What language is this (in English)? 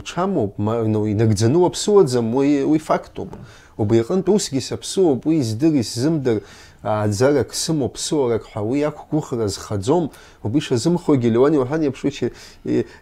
Abkhazian